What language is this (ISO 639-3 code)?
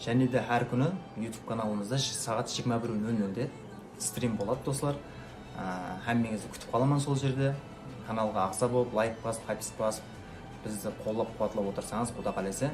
kaa